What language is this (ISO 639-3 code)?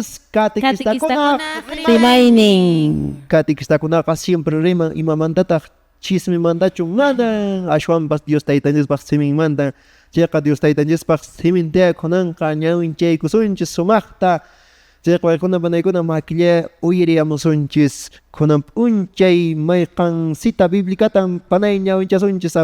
que